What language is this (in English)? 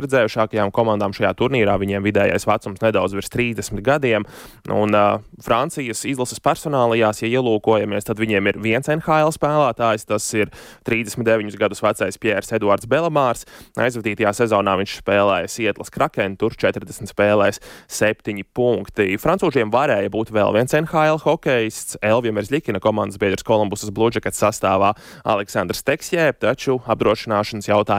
Latvian